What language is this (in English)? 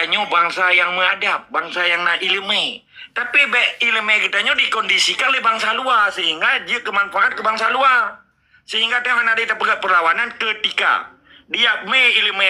Achinese